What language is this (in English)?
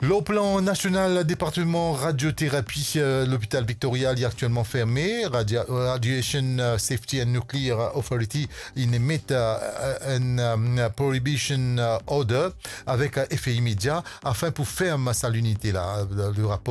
Morisyen